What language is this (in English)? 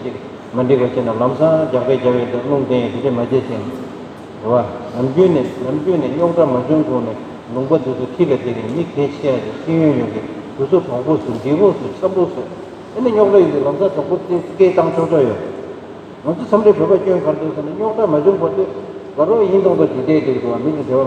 Tibetan